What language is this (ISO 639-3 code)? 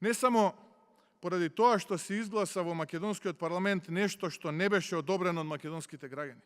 mkd